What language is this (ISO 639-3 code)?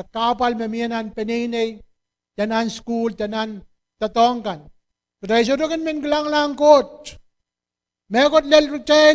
pon